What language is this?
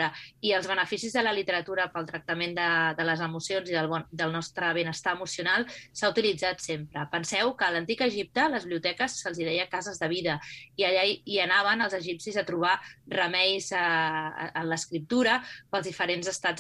Catalan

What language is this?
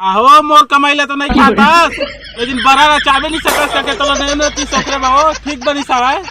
Chhattisgarhi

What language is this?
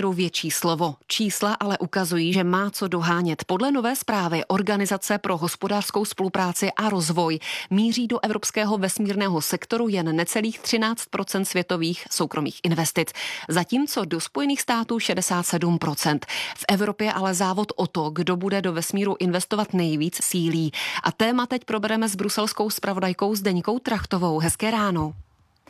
Czech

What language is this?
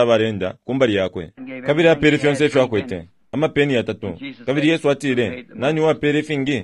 Bemba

